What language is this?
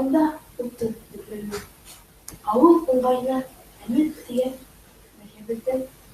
Bashkir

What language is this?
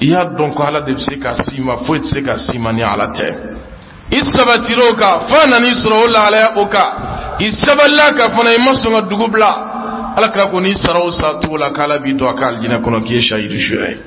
Bambara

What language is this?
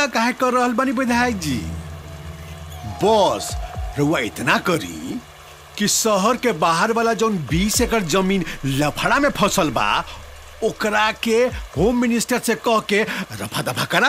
Bhojpuri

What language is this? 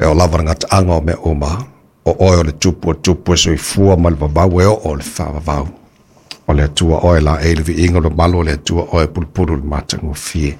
Samoan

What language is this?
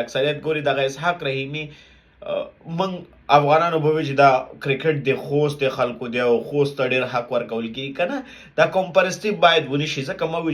Pashto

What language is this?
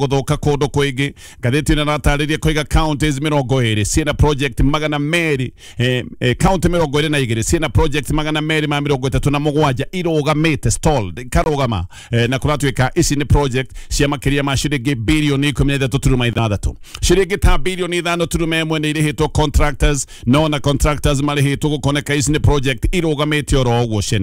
Kikuyu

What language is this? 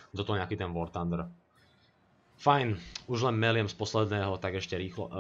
Slovak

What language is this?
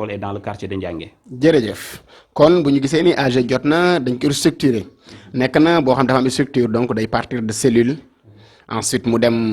Wolof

